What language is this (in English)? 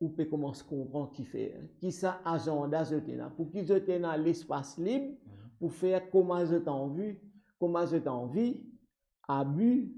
Morisyen